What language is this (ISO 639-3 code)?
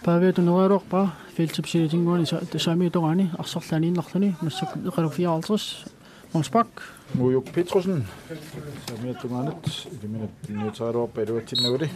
kal